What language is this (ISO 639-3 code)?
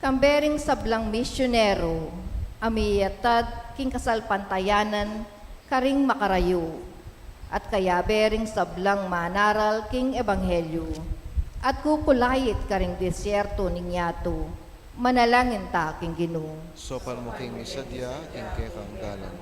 pam